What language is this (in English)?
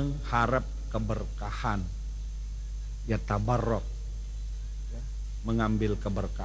Indonesian